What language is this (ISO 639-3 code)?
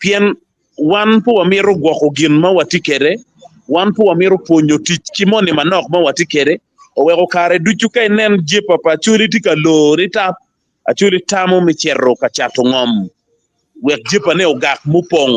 ach